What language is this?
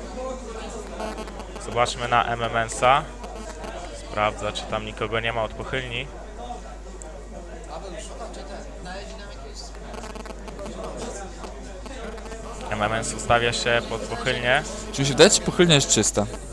Polish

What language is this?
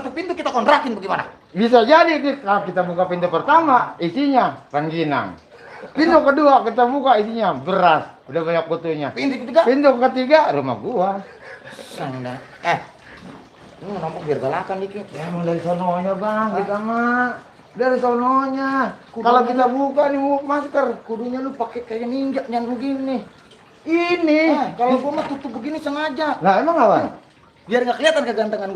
Betawi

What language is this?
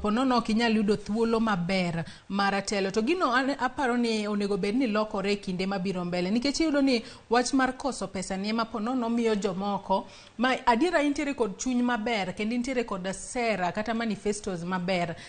Luo (Kenya and Tanzania)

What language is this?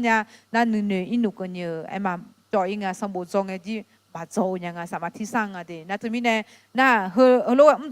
Akha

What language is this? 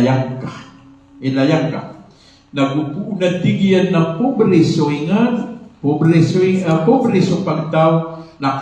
Maranao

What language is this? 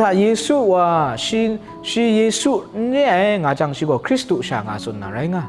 Kachin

